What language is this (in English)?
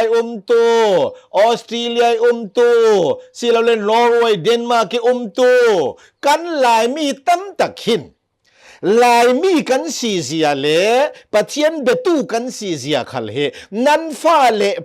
Hakha Chin